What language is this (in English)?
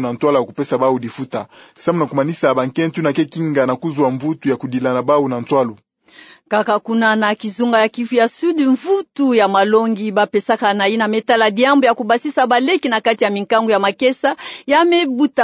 Kituba (Democratic Republic of Congo)